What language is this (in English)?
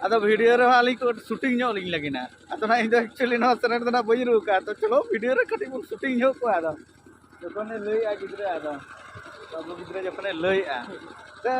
Santali